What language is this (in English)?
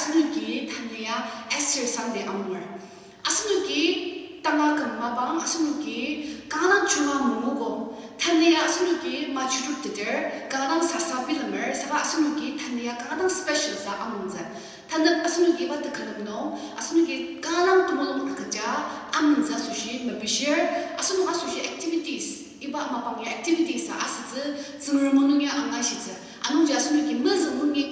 Ao Naga